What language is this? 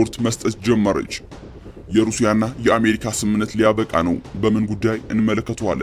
Amharic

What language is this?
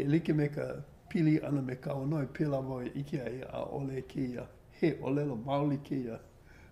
Hawaiian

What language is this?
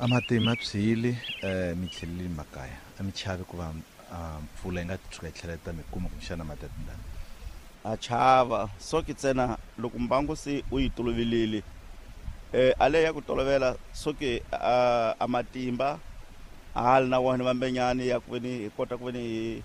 Tsonga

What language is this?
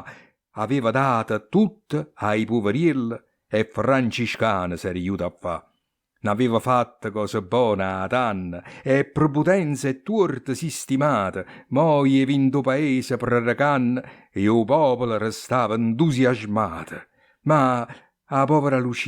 Neapolitan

